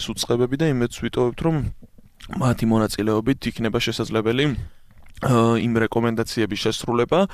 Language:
Georgian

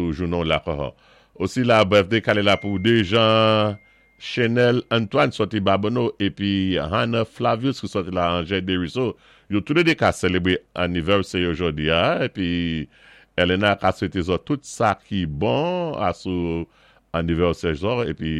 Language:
Saint Lucian Creole French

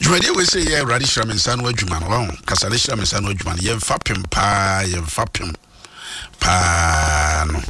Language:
Akan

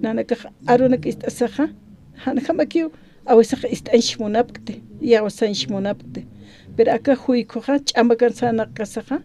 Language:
Aymara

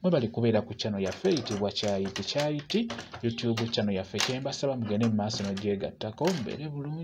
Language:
Ganda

